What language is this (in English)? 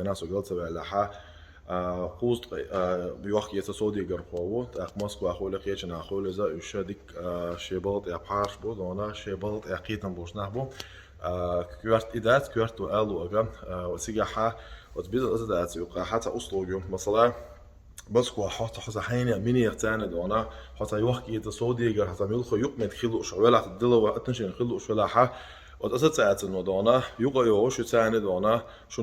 Chechen